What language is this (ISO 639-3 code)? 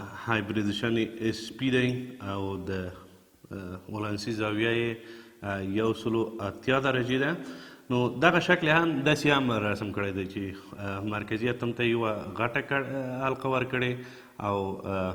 pus